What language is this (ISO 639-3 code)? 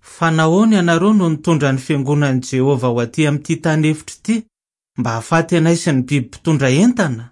mlg